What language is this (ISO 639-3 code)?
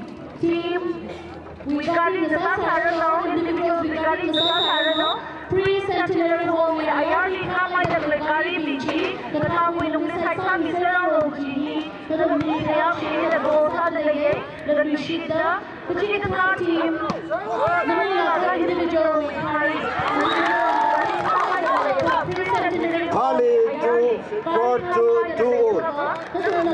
nmf